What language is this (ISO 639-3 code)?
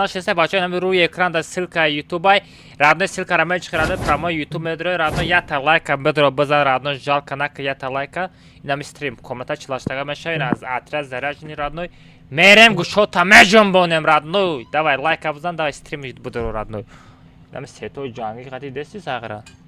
tgk